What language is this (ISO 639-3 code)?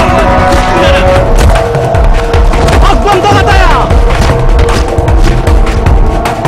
mrg